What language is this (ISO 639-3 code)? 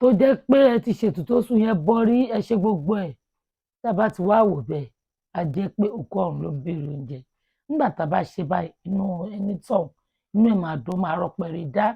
yor